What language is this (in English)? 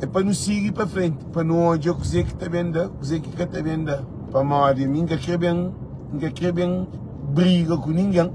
Kabuverdianu